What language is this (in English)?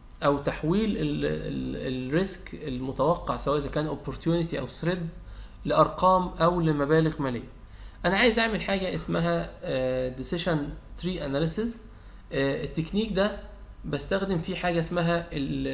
Egyptian Arabic